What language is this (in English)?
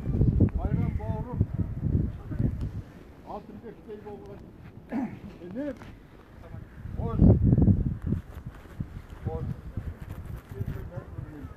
Kazakh